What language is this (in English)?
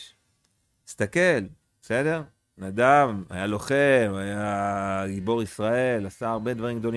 Hebrew